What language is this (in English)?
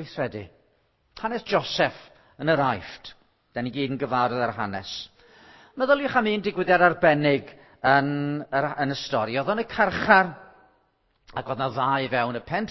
Welsh